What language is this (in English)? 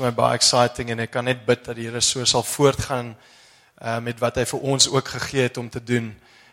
Afrikaans